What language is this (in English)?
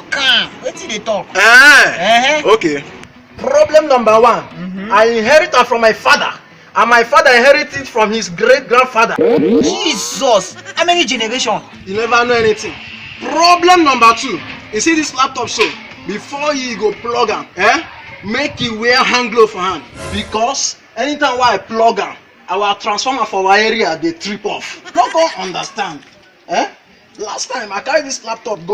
Nigerian Pidgin